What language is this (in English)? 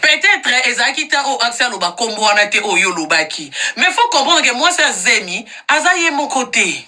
Lingala